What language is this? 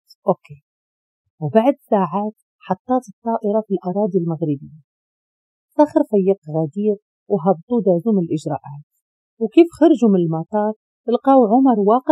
Moroccan Arabic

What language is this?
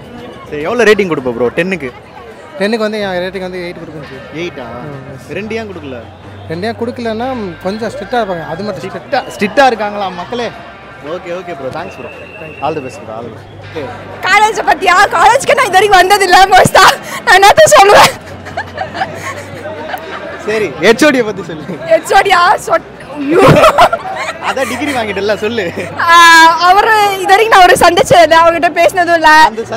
Tamil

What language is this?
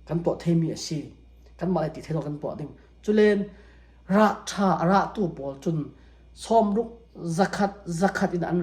Falam Chin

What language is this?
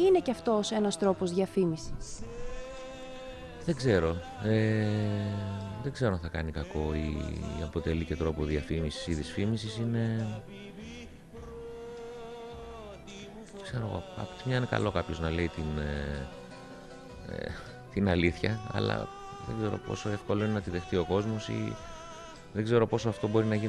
Greek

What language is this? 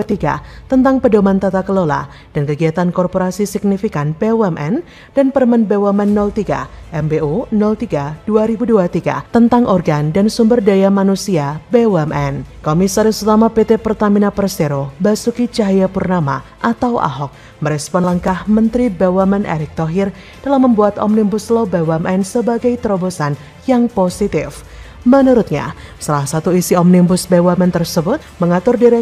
Indonesian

